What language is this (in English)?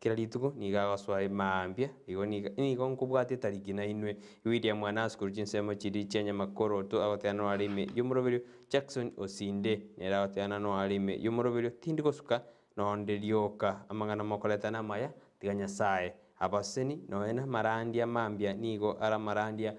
Gusii